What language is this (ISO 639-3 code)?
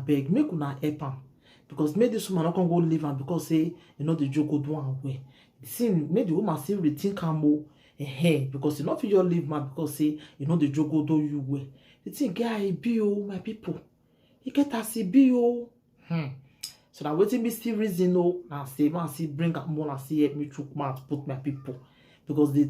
pcm